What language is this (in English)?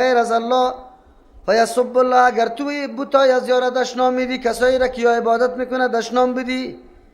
Persian